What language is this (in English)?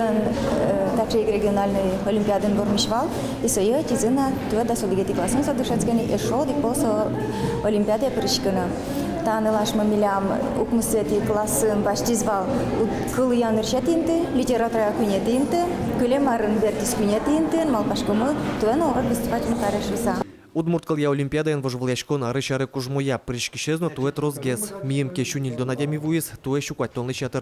Udmurt